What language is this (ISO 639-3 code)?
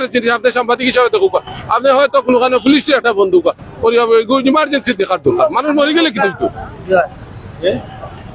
syl